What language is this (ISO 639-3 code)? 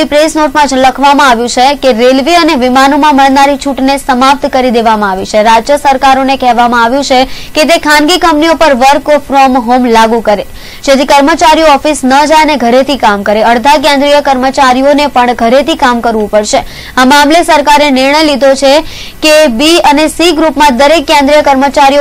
guj